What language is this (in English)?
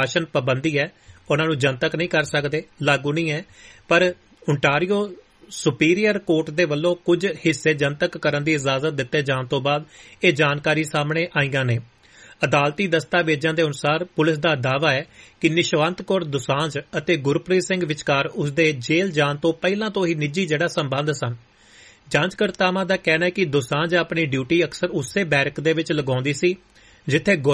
Punjabi